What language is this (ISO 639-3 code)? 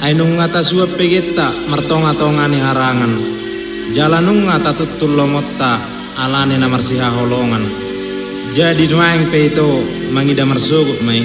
bbc